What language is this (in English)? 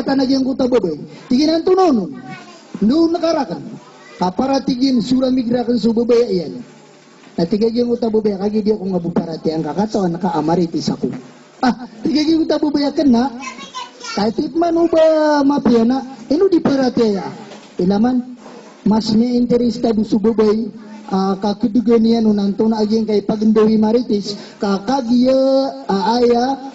Maranao